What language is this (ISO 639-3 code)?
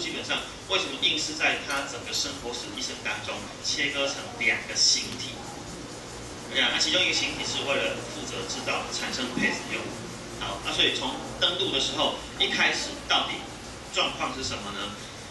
zho